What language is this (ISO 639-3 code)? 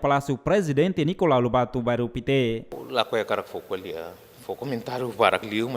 tet